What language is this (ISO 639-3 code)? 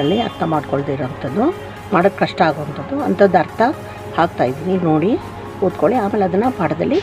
kan